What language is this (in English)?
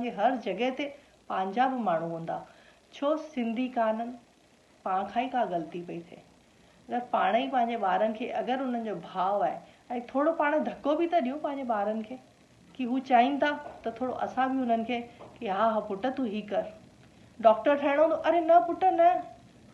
Sindhi